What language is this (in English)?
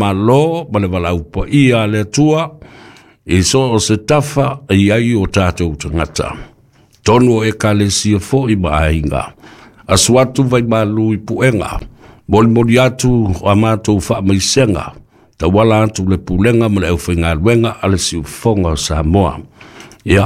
Samoan